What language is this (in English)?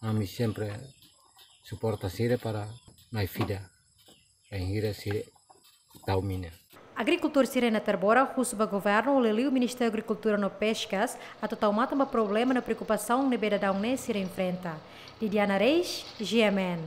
Tetum